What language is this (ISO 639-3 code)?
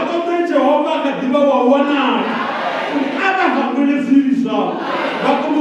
ven